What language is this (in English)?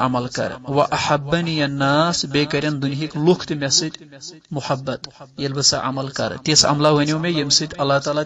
Kashmiri